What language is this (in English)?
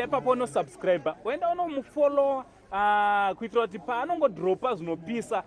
Shona